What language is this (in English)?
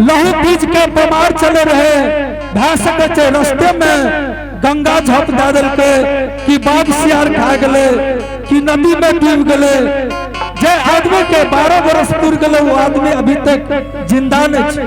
Angika